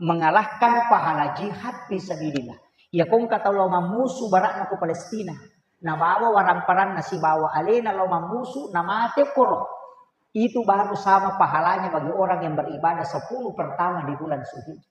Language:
Buginese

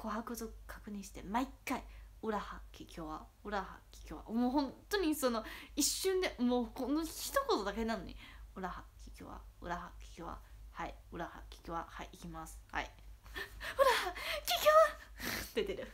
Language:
Japanese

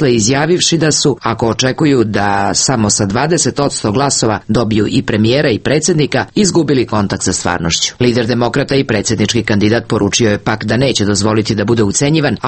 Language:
Serbian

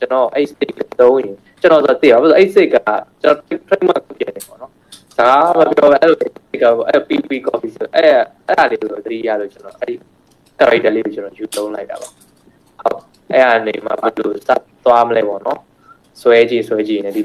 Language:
Burmese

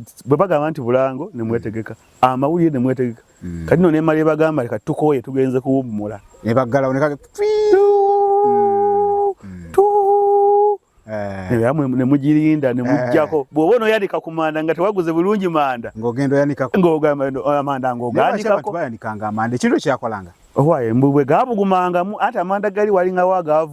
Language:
Ganda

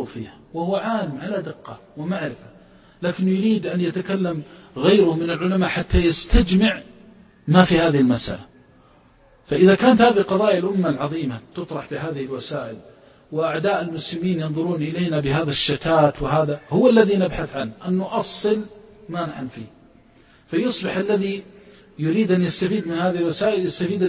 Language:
Arabic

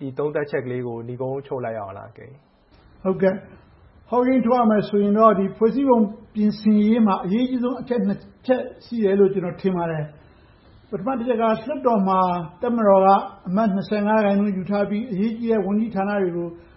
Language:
Burmese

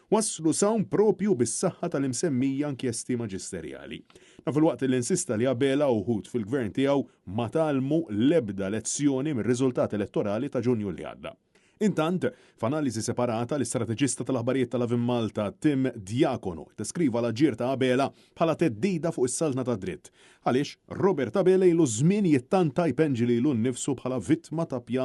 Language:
Maltese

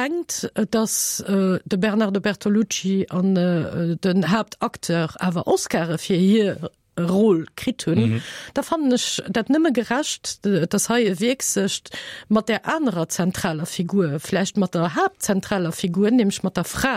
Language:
Luxembourgish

